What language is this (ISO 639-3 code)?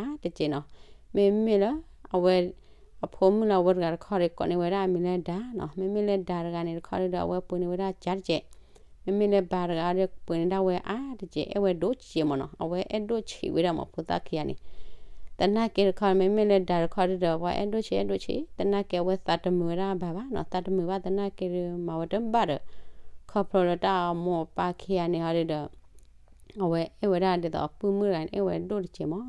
ksw